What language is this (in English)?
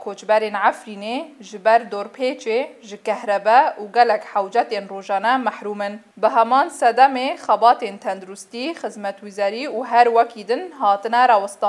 Kurdish